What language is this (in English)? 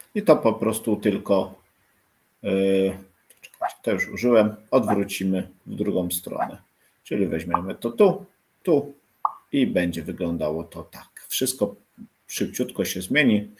Polish